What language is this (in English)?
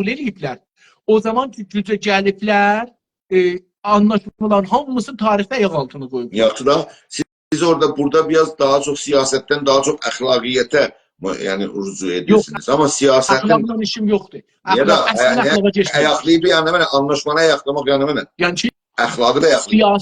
South Azerbaijani